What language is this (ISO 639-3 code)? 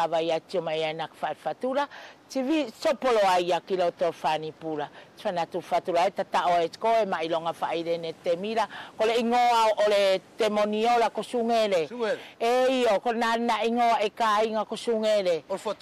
fud